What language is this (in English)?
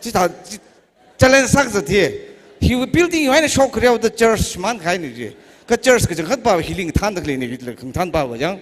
Tangkhul Naga (India)